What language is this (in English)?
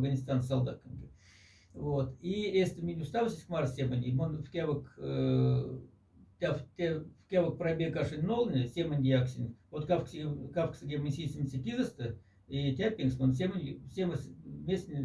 Moksha